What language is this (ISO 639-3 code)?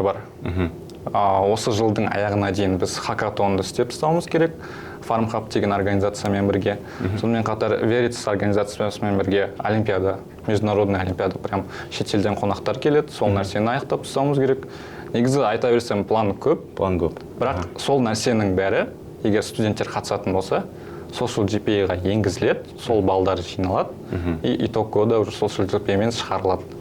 kaz